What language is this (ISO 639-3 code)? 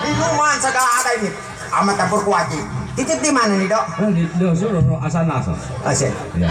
bew